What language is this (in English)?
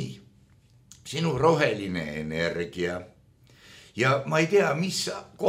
Estonian